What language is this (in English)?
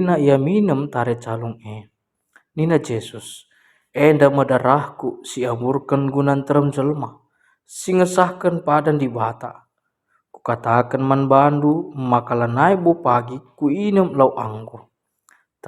Batak Karo